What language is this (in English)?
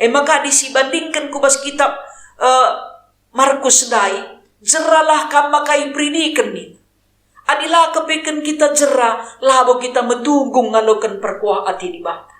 Batak Karo